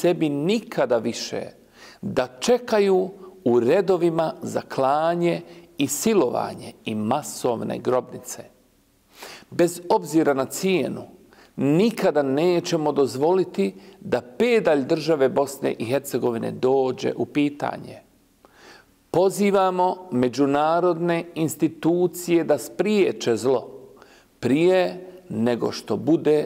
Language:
Bosnian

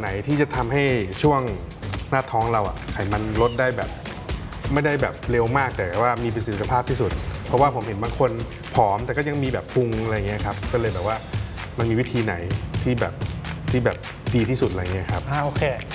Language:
Thai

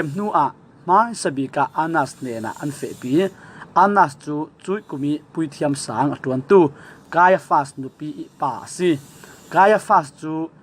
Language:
Falam Chin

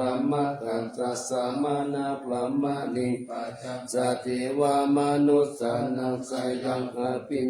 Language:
Pali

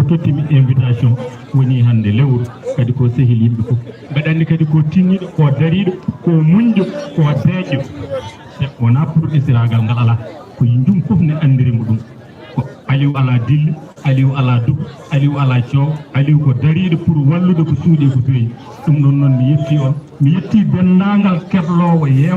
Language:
Fula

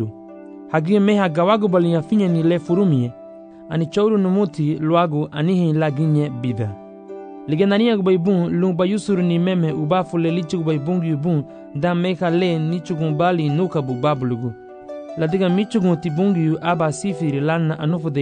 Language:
Garifuna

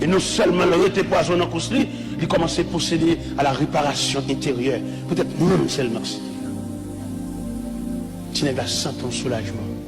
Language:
Haitian Creole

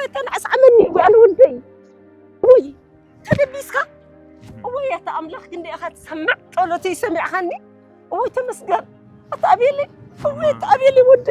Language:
Tigrinya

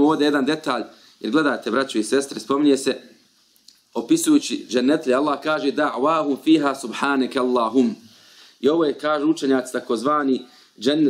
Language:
Bosnian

